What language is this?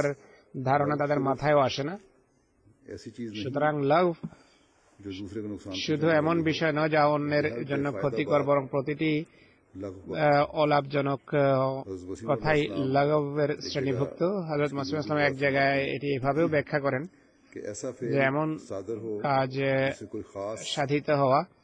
Bangla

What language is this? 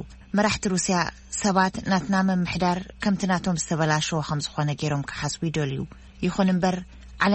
Tigrinya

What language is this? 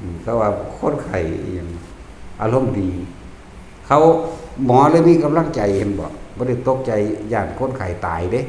Lao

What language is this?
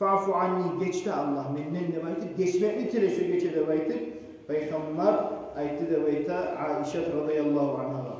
Kumyk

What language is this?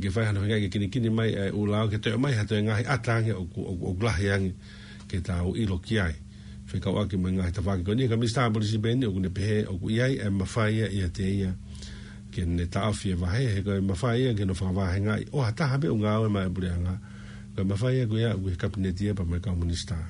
Tongan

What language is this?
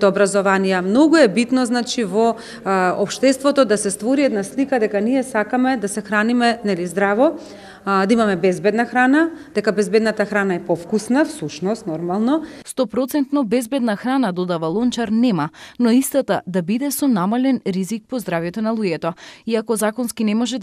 Macedonian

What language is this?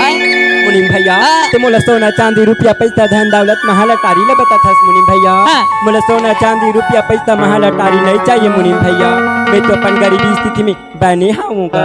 Chhattisgarhi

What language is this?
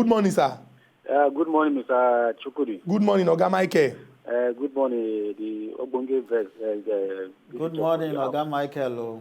Nigerian Pidgin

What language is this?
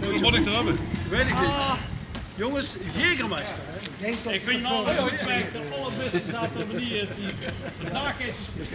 Limburgish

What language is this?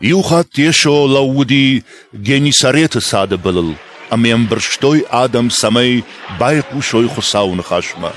Ossetic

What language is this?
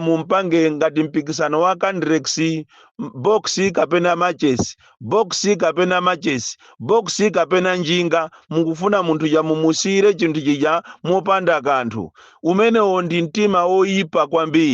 Nyanja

